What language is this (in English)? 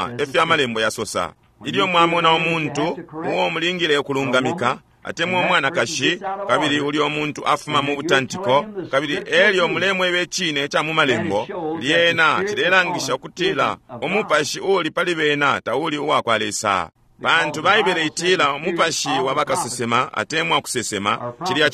Bemba